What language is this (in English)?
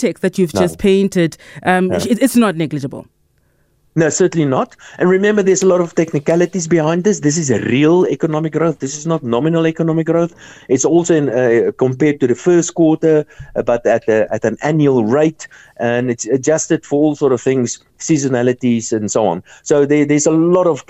English